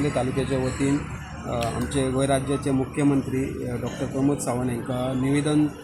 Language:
Konkani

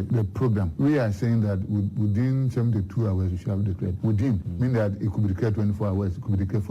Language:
Akan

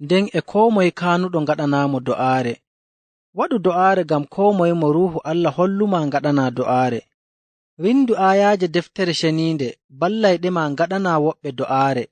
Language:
Nigerian Fulfulde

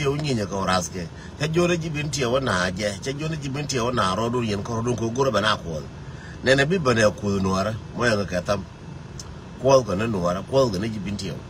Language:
Nuer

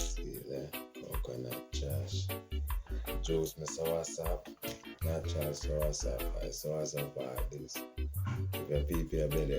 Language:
Jamaican Creole English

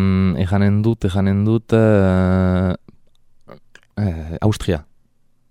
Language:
Basque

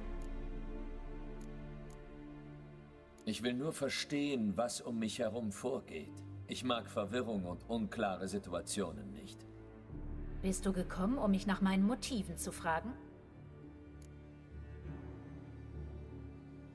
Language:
German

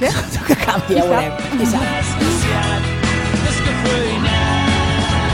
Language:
Catalan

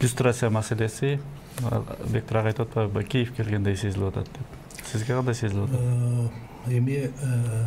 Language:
Kyrgyz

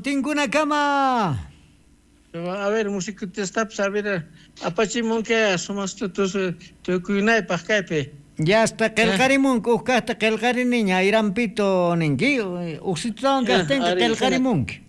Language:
South Bolivian Quechua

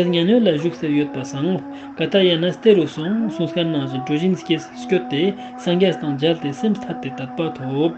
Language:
Ladakhi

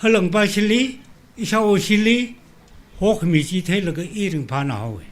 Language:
Tangkhul Naga (India)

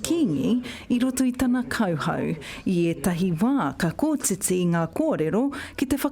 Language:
Māori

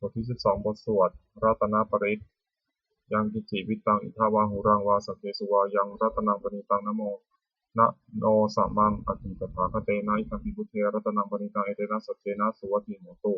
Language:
Pali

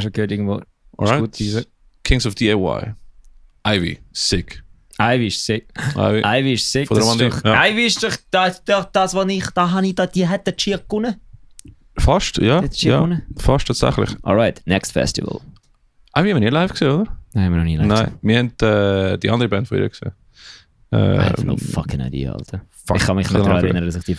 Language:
Swiss German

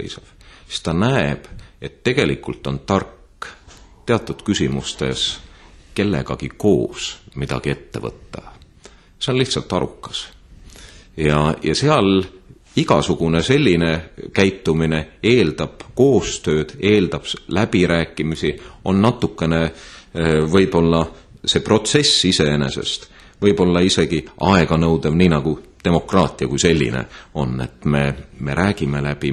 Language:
Estonian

